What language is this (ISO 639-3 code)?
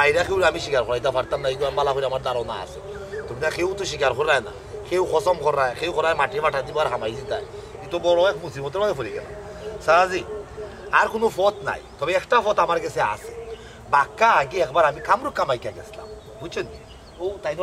syl